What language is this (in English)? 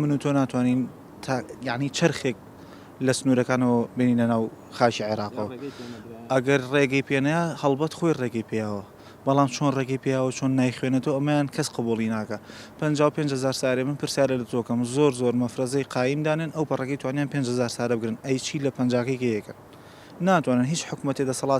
Central Kurdish